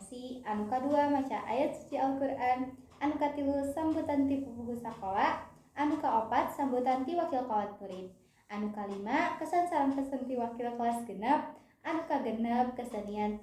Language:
Sundanese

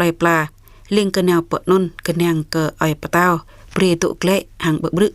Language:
Jarai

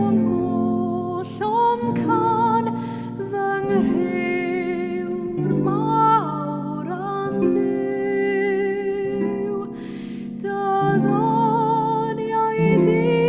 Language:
Welsh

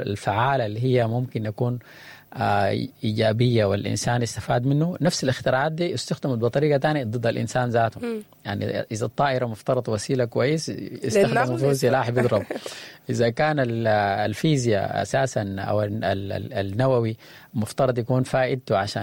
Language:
Sudanese Arabic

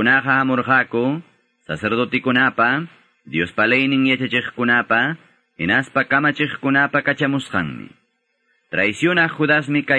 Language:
Quechua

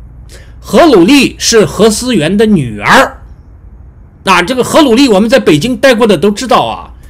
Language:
Chinese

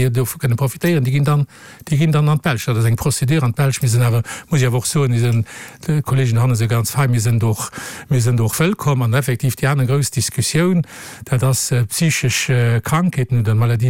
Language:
Luxembourgish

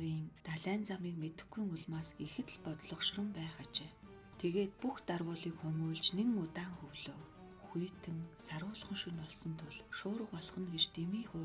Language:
Mongolian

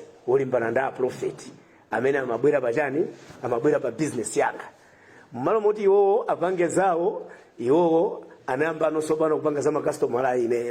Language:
Nyanja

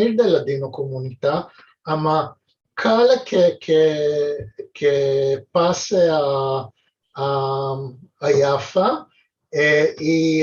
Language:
Ladino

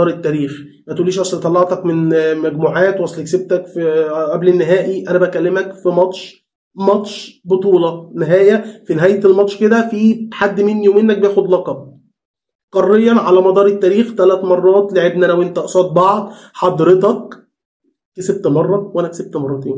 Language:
Egyptian Arabic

